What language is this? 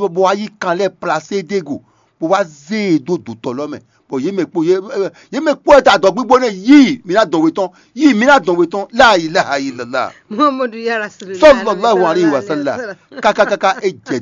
Fon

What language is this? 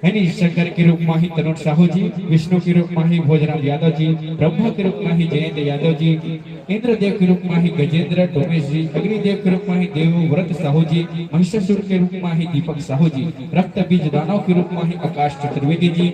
Chhattisgarhi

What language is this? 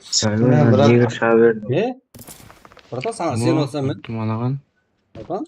Kara-Kalpak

